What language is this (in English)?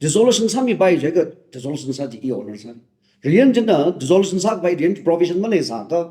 Tangkhul Naga (India)